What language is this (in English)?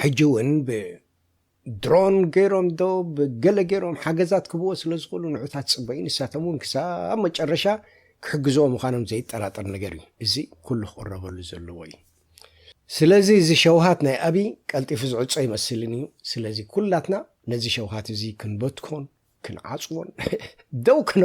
Tigrinya